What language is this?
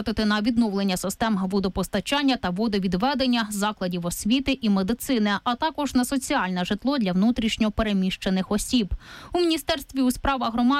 Ukrainian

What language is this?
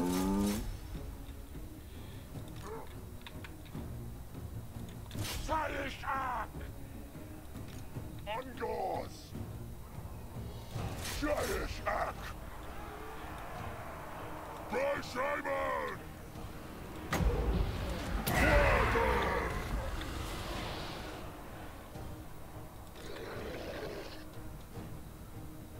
Basque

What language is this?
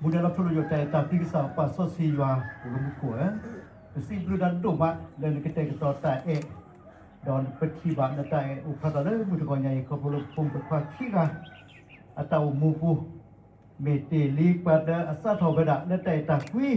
S'gaw Karen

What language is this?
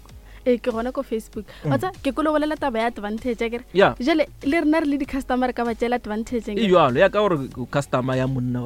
Northern Sotho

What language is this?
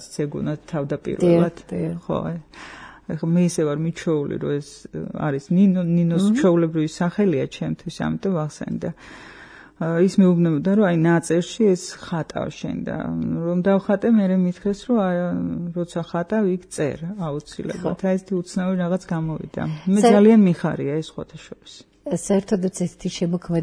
Georgian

